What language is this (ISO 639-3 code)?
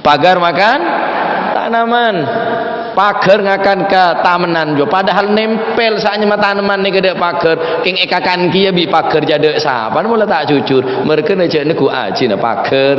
mad